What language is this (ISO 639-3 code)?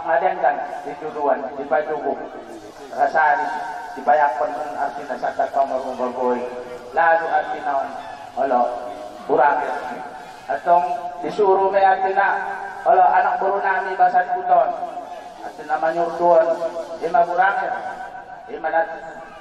akb